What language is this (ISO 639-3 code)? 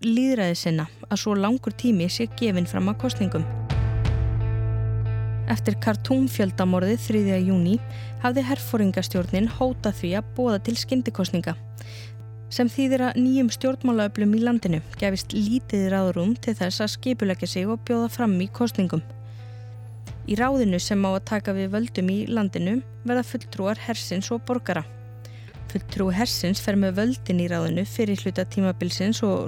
isl